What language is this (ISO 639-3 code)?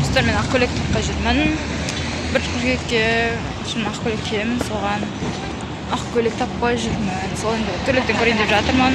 kaz